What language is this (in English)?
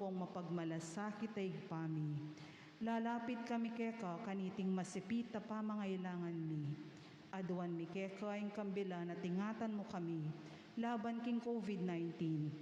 Pampanga